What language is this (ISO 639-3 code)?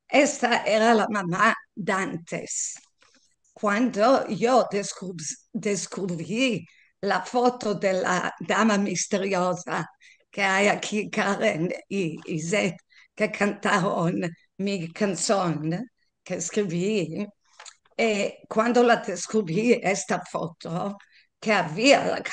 lad